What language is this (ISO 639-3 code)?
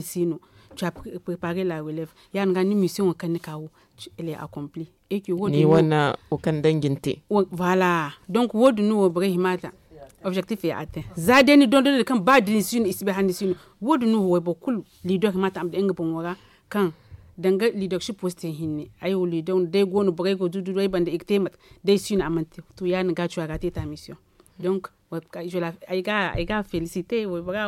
dje